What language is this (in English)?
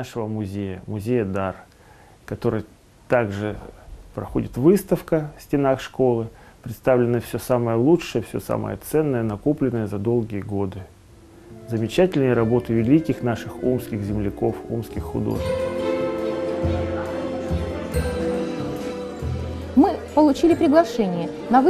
Russian